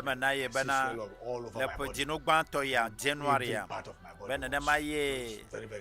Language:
Ewe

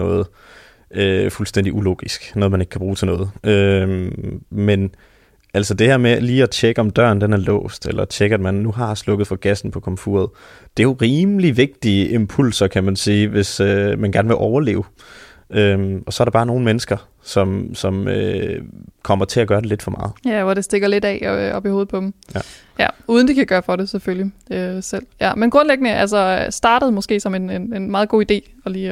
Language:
Danish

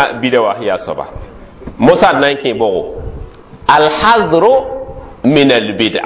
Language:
Mossi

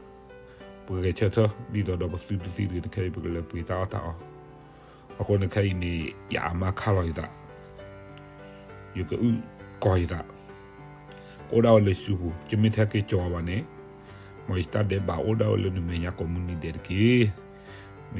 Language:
S'gaw Karen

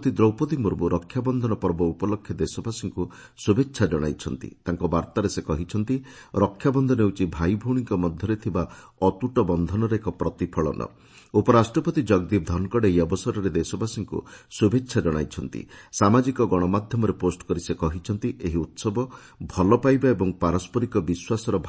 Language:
Odia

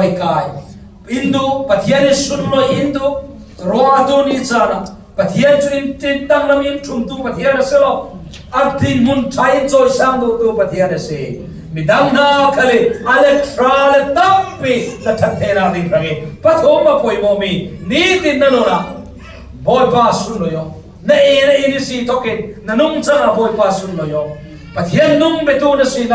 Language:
Falam Chin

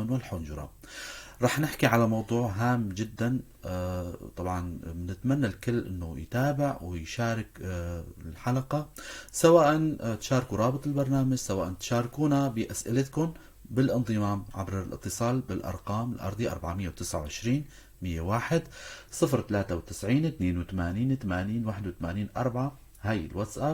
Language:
North Levantine Arabic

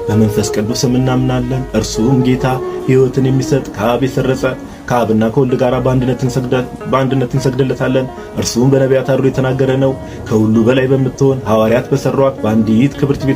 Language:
Amharic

